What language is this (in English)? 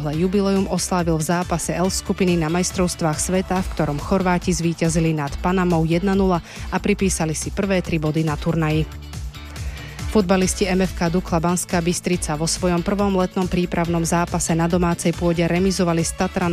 Slovak